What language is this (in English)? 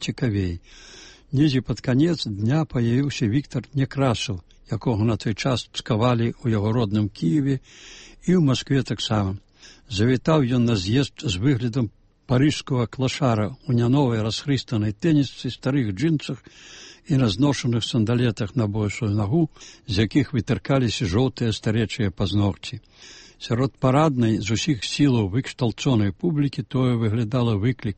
Belarusian